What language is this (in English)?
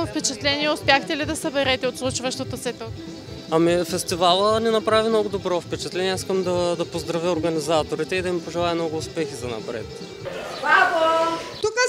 Bulgarian